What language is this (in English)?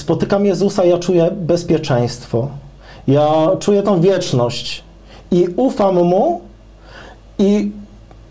Polish